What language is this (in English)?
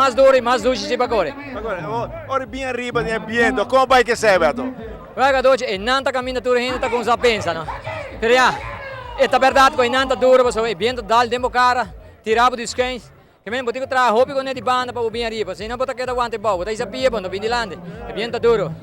Papiamento